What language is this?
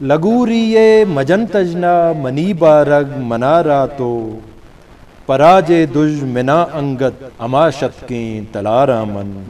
Eastern Balochi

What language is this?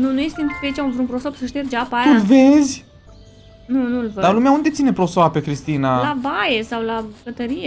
Romanian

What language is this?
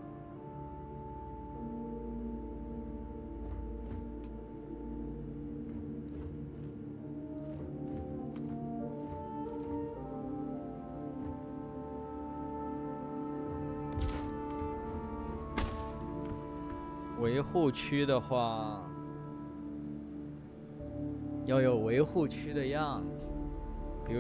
Chinese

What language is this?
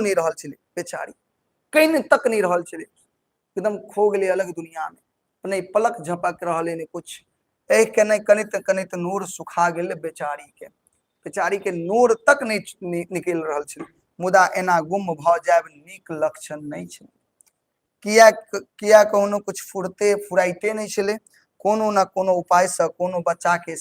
Maithili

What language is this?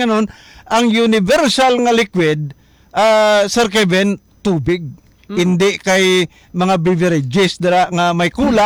Hiligaynon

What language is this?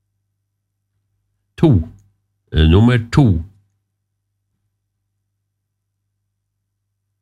Norwegian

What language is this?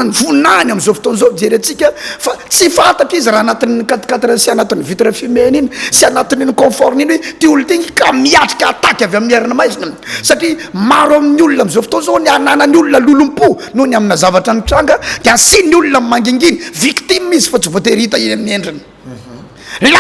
Malagasy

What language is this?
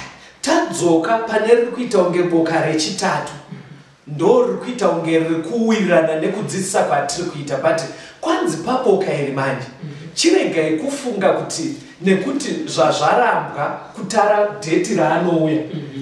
Shona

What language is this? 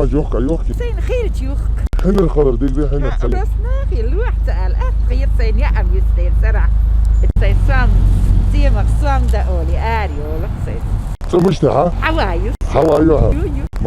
Chechen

